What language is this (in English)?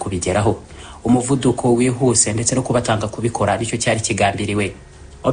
Kinyarwanda